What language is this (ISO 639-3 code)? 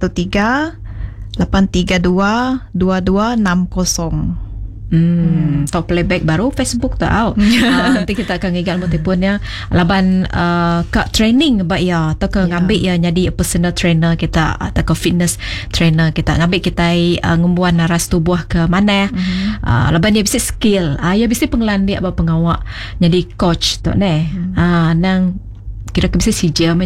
iba